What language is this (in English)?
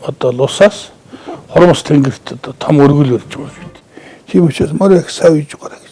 Mongolian